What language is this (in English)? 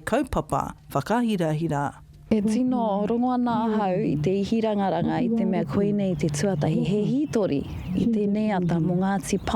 Māori